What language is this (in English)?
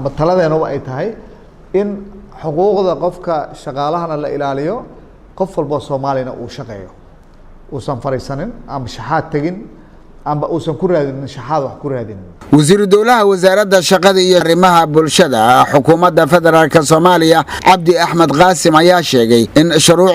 Somali